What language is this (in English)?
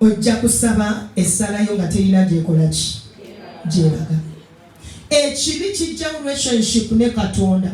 Ganda